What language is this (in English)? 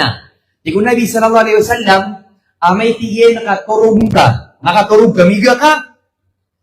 Maranao